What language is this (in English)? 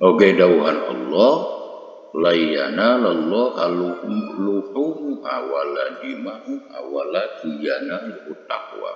Sundanese